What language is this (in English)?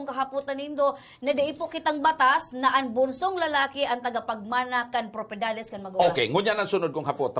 Bikol